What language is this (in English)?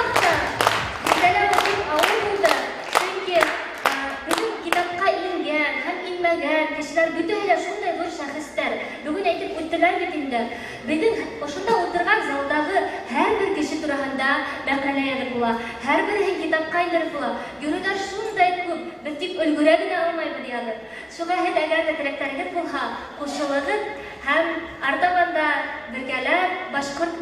Bashkir